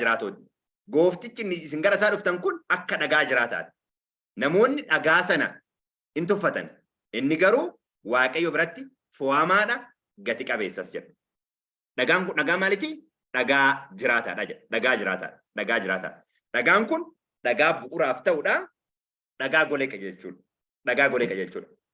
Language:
Oromo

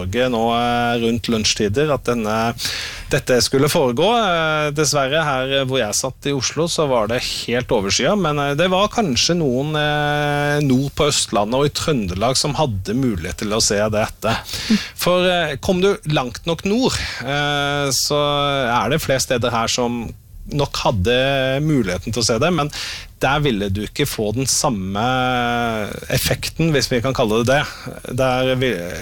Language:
Norwegian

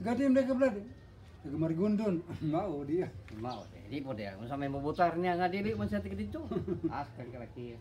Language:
Cebuano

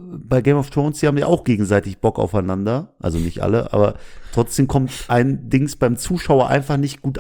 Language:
German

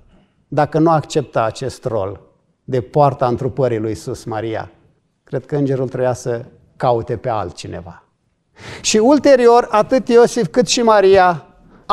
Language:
Romanian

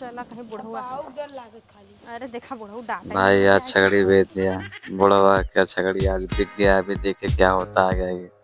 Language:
Awadhi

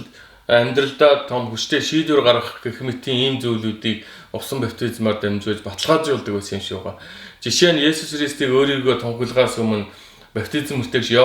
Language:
Mongolian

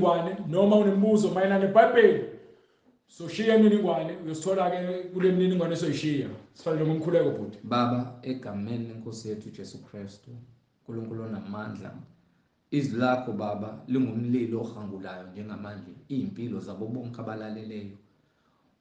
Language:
Zulu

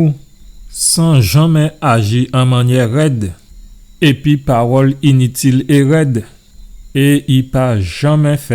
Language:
Guadeloupean Creole French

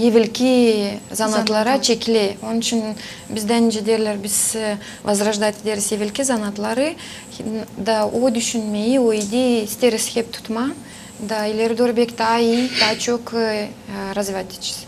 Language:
Gagauz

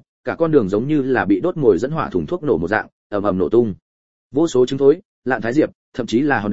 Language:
Vietnamese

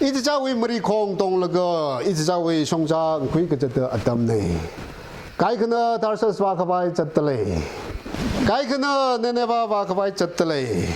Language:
Tangkhul Naga (India)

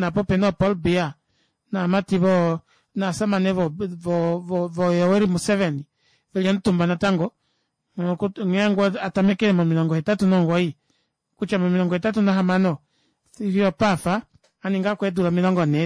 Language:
Kuanyama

